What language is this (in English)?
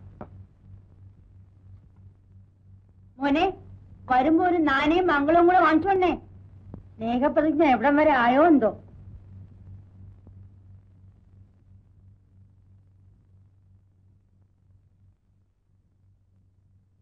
Malayalam